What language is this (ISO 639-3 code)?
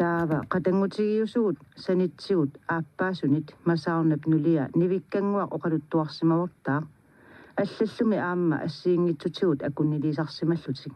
kal